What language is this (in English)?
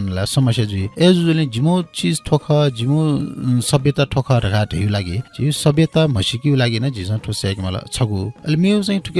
Newari